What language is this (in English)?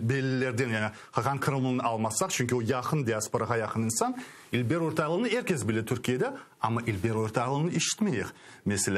Crimean Tatar